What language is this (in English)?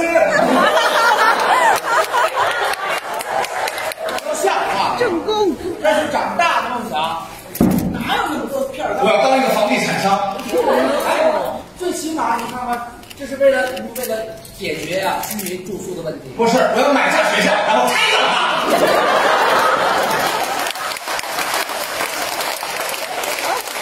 Chinese